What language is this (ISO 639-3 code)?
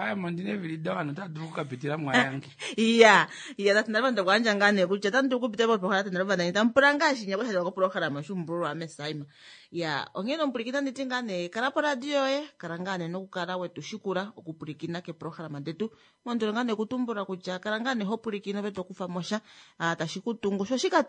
kua